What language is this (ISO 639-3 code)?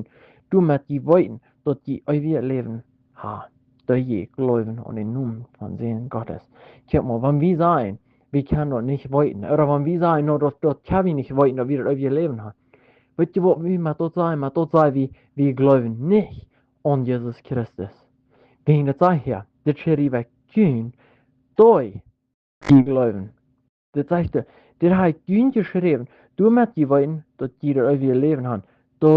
pdt